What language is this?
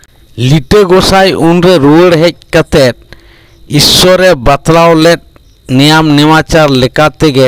Santali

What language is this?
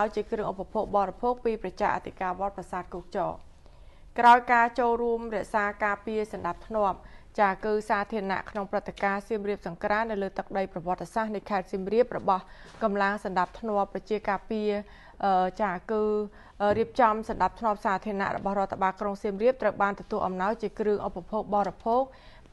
Khmer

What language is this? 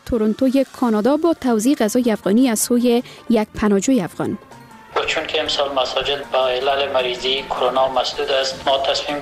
Persian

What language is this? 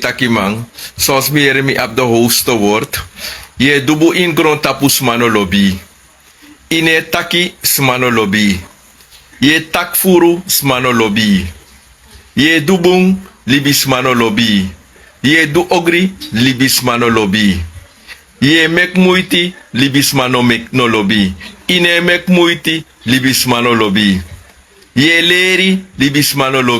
Sranan Tongo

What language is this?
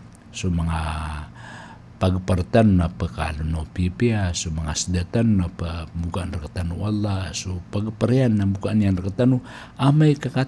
Maranao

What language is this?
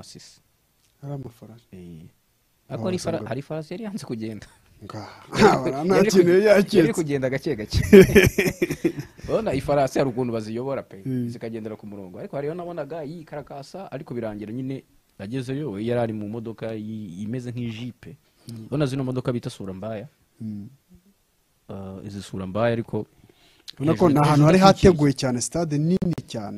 Kinyarwanda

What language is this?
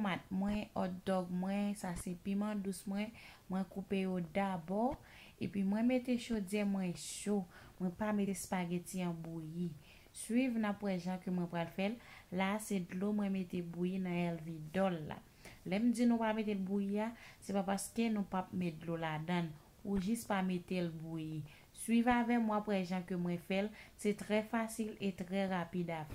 Haitian Creole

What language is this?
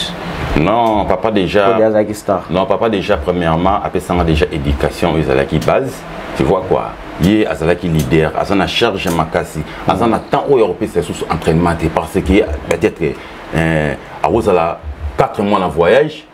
Lingala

